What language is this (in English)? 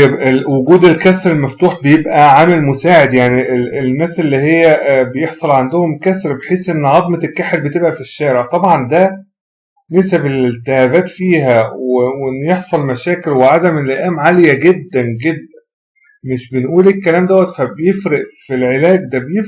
Egyptian Arabic